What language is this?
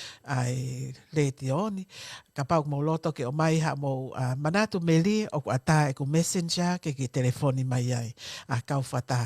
Tongan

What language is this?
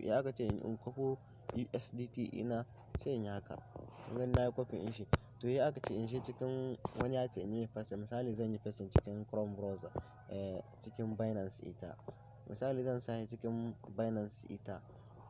Hausa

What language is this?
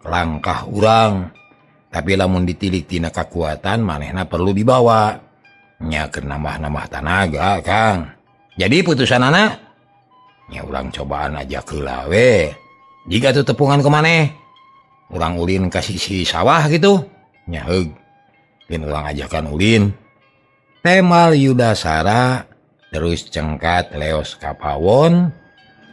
Sundanese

